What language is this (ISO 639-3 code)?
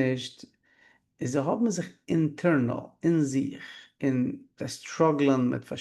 yid